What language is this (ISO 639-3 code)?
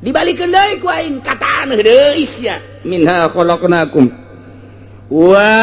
sun